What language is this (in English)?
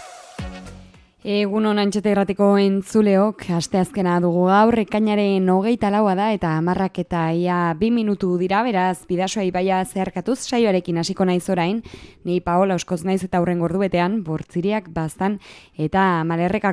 Basque